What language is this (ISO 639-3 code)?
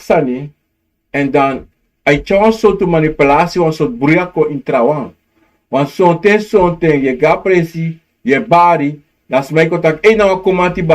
srn